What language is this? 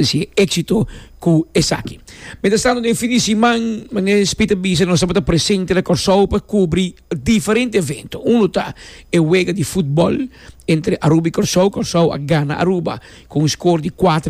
Papiamento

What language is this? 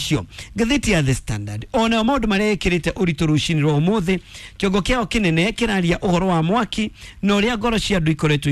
Kikuyu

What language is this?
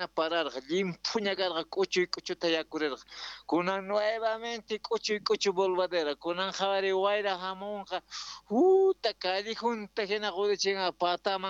South Bolivian Quechua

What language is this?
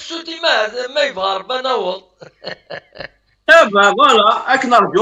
Kabyle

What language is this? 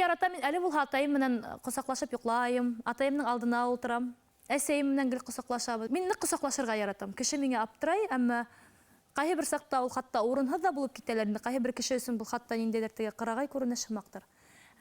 Bashkir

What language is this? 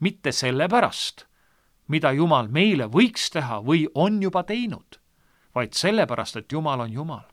Estonian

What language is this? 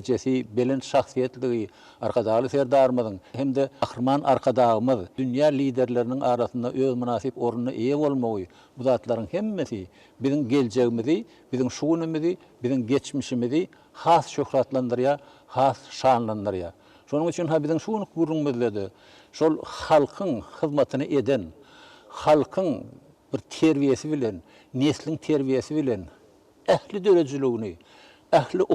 Turkmen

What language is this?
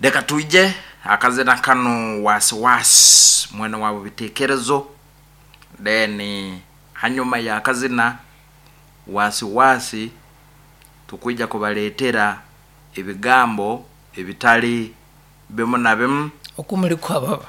Nyankole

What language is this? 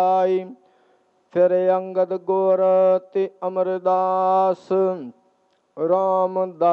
Punjabi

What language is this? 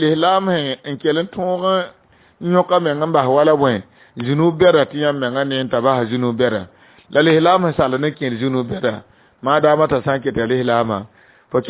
Mossi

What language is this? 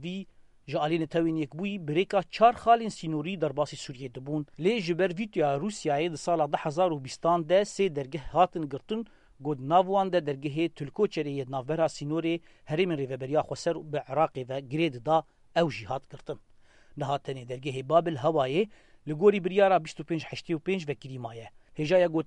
Kurdish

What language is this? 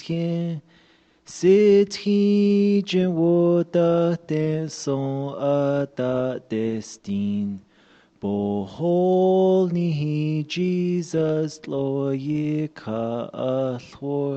Navajo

